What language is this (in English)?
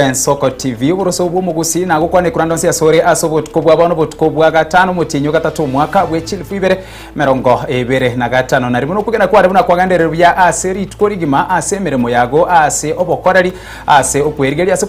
Gusii